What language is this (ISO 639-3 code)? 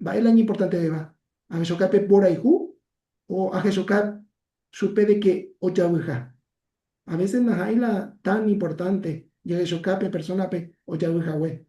grn